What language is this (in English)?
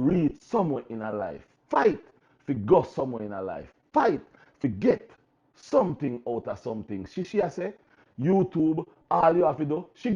Jamaican Creole English